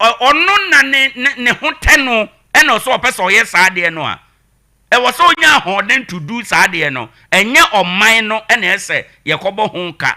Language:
Akan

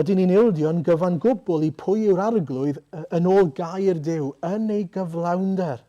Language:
Welsh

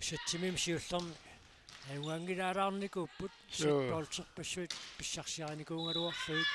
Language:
Kalaallisut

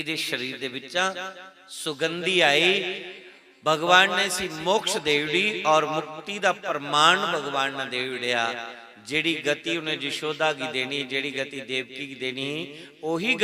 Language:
Dogri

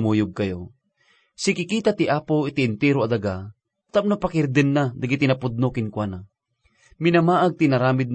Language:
Iloko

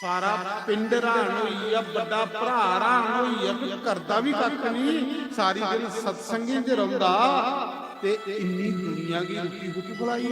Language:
Dogri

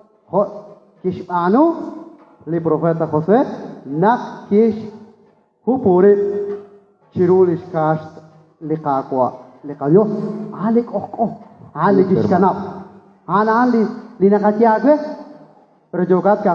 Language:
Kekchí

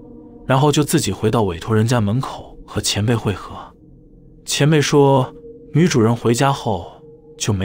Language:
Chinese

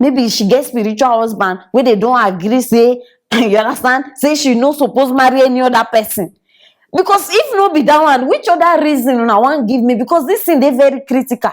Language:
Nigerian Pidgin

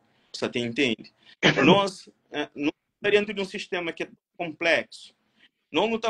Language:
Kabuverdianu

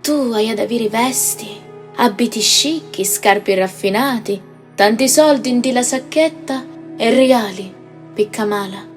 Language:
Sicilian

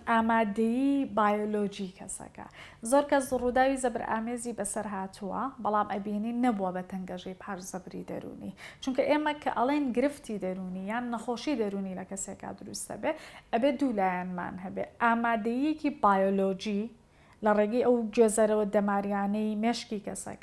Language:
Central Kurdish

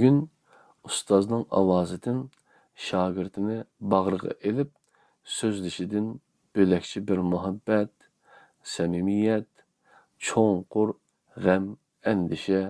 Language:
Uyghur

